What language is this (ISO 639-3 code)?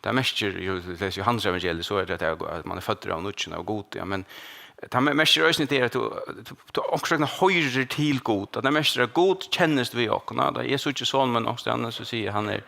fao